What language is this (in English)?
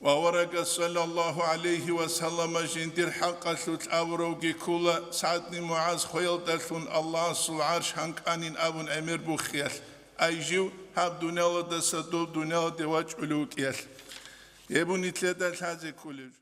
Avaric